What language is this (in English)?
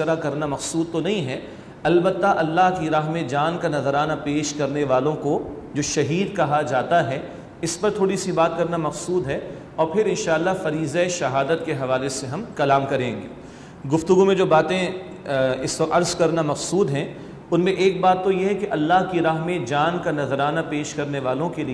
Urdu